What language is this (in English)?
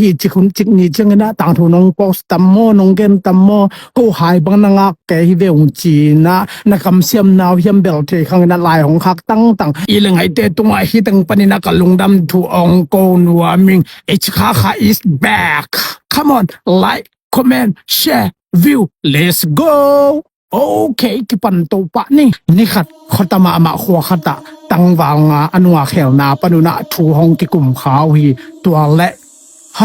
Tedim Chin